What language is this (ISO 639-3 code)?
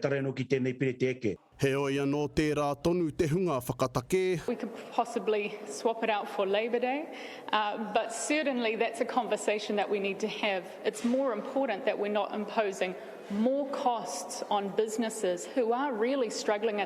mri